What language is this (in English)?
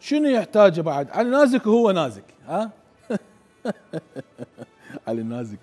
Mesopotamian Arabic